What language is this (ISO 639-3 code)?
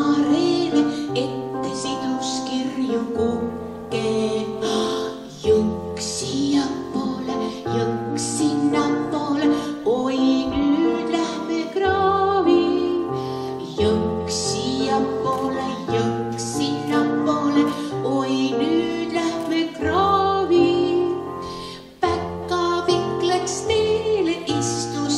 est